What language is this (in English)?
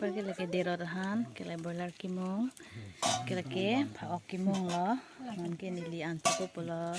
Karbi